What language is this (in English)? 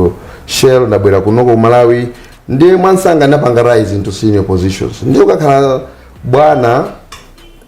Nyanja